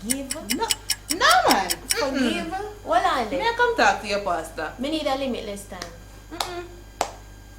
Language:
Jamaican Creole English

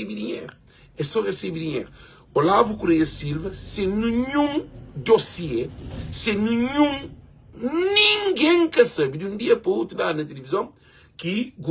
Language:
Kabuverdianu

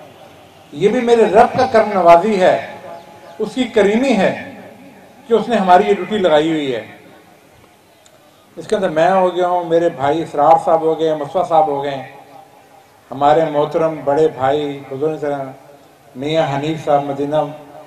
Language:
Urdu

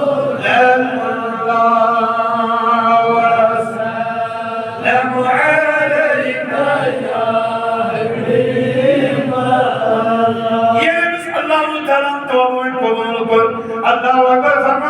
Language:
Kashmiri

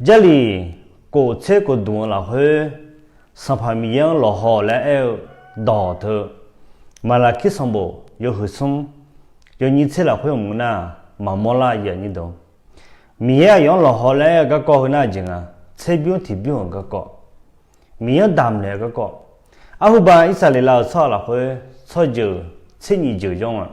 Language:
Akha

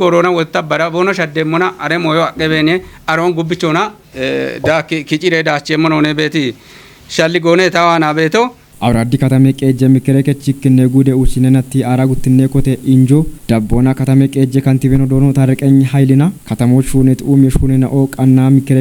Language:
Kafa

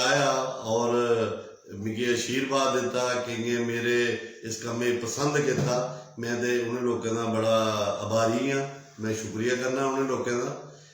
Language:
Dogri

